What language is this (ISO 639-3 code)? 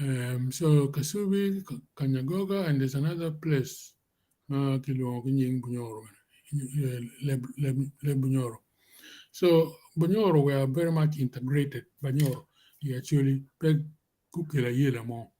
ach